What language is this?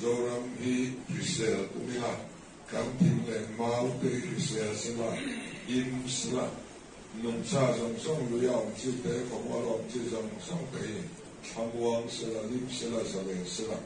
Mizo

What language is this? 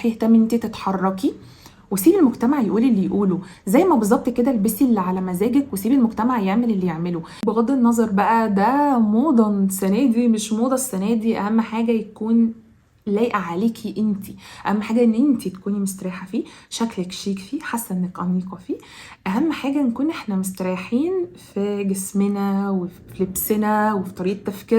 Egyptian Arabic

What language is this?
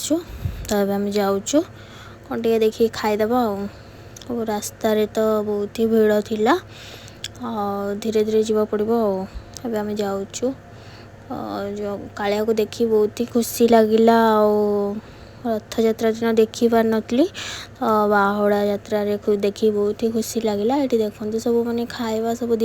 Odia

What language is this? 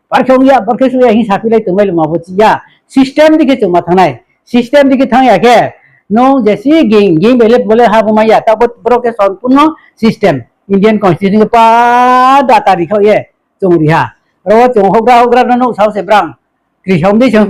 Riang (India)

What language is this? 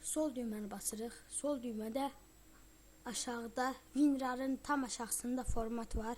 Azerbaijani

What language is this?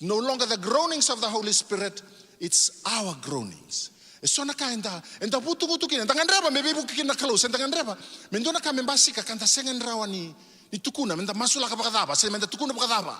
Fijian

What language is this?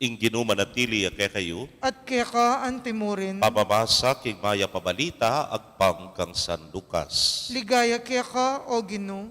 Pampanga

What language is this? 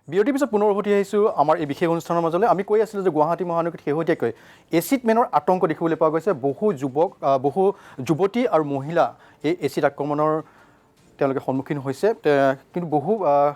Assamese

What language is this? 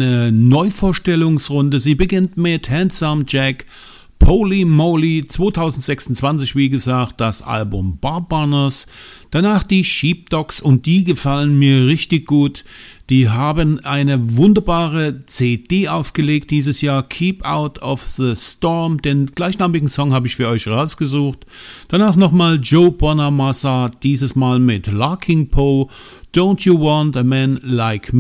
German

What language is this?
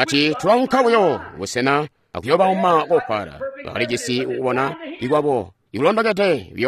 Tonga (Zambia)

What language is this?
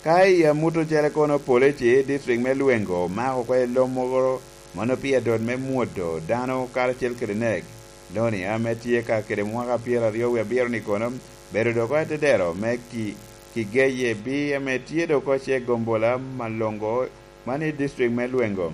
Lango (Uganda)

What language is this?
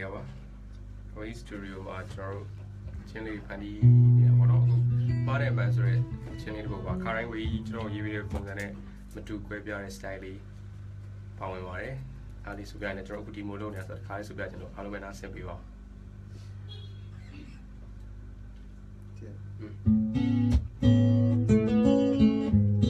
Burmese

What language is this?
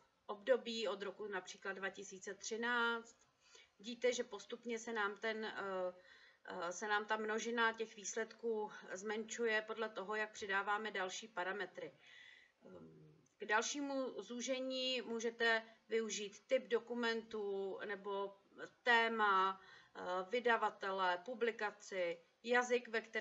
Czech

